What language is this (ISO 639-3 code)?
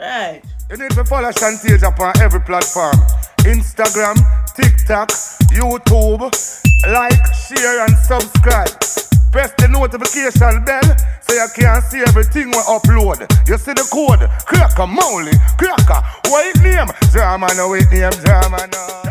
jam